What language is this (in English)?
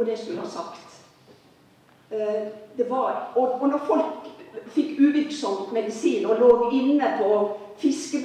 Norwegian